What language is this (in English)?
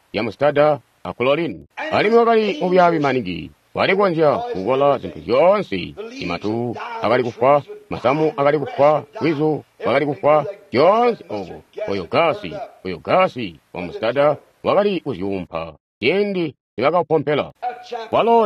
Tonga (Zambia)